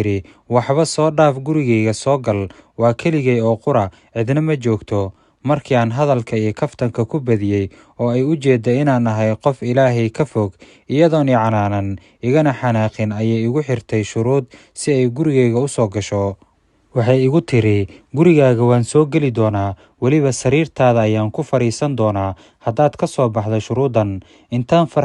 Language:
Somali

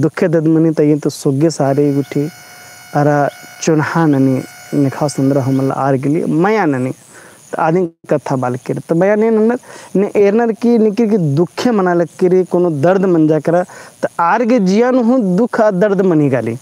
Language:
Kurukh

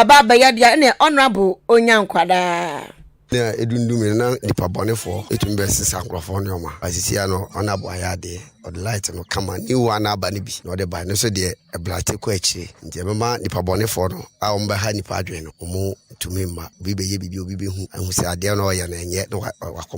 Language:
Akan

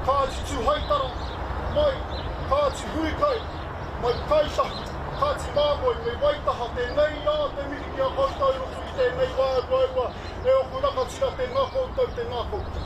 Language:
Māori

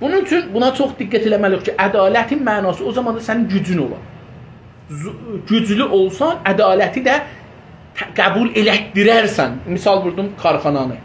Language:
South Azerbaijani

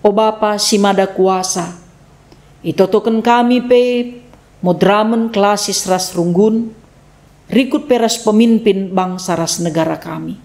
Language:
Batak Karo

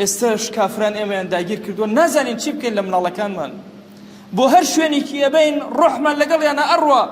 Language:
Central Kurdish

